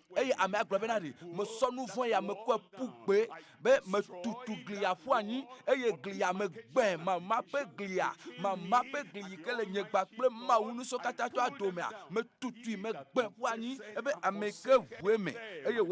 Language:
Ewe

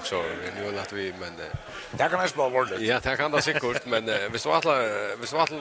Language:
Faroese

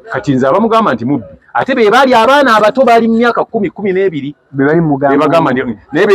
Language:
Ganda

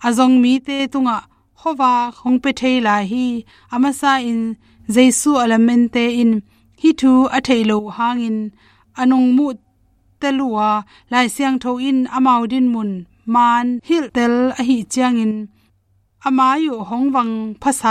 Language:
Tedim Chin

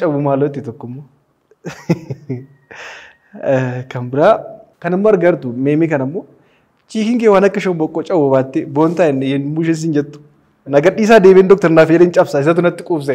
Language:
Oromo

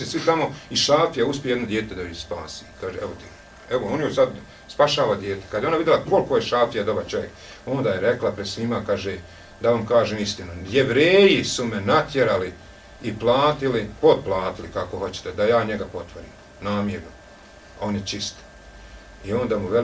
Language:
Bosnian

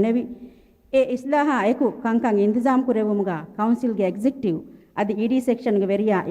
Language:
Divehi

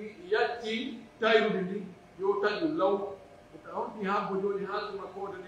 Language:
Pular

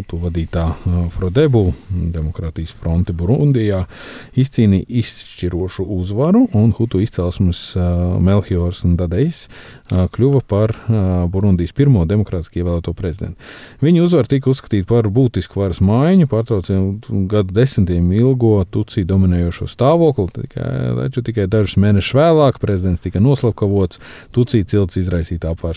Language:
Latvian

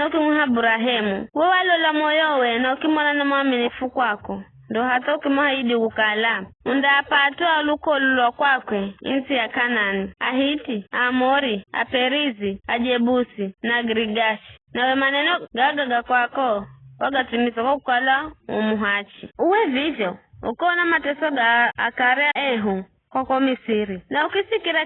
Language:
Giryama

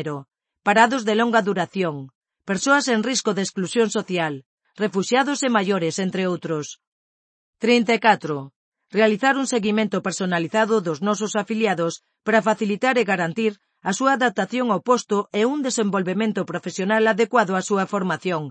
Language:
Galician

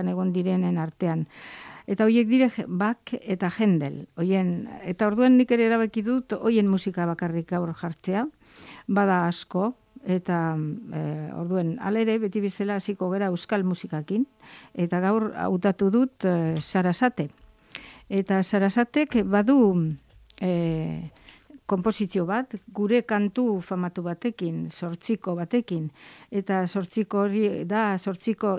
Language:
Basque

